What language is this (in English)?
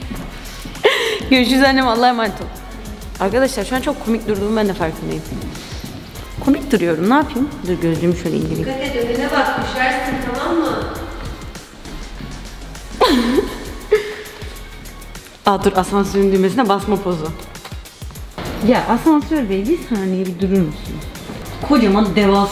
Turkish